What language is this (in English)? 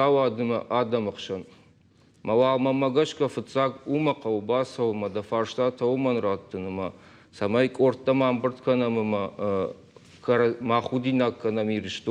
Ossetic